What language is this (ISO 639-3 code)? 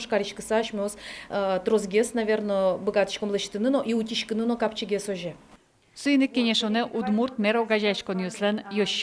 udm